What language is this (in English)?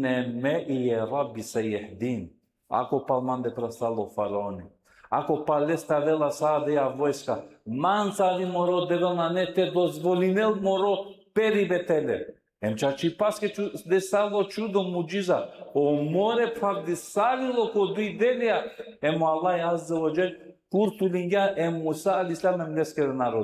Balkan Romani